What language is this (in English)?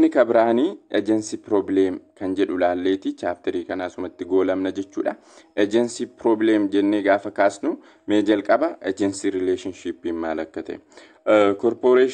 Oromo